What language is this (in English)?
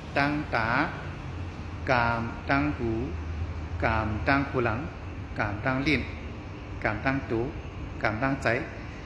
Shan